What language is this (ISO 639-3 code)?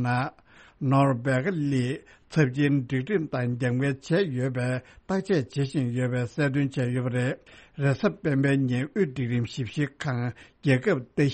bod